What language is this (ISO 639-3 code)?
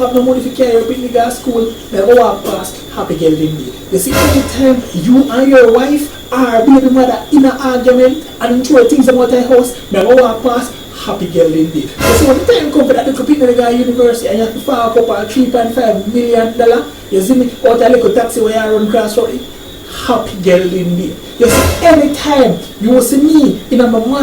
jam